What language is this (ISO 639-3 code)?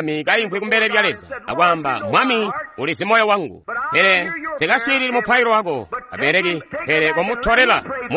toi